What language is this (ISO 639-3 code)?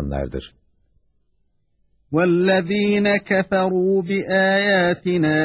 tur